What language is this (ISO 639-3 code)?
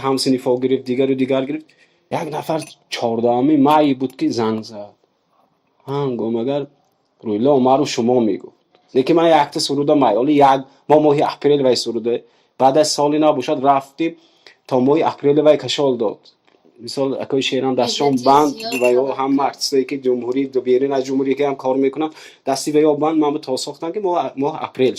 tgk